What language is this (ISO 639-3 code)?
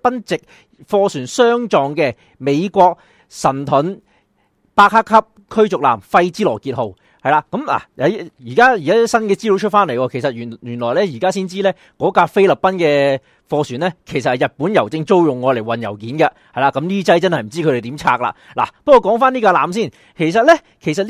yue